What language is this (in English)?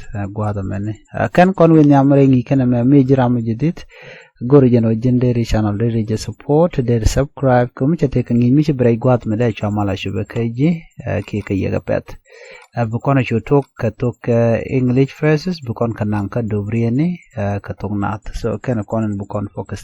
Nuer